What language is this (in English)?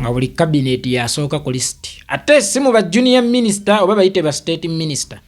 Ganda